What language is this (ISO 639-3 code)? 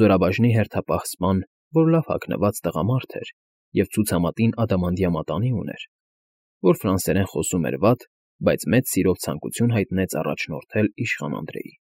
hye